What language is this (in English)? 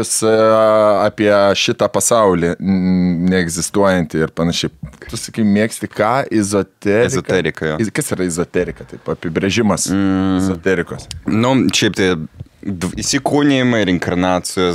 Lithuanian